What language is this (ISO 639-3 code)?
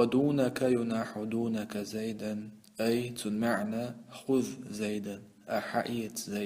che